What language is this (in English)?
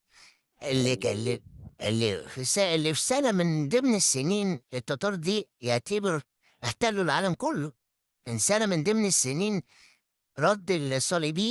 Egyptian Arabic